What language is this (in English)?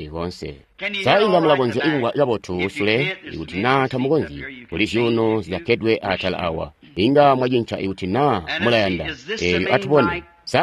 Tonga (Zambia)